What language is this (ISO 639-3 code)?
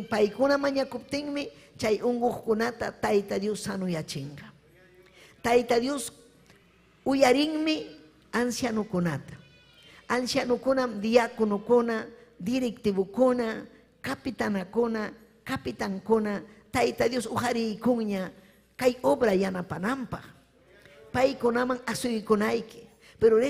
quy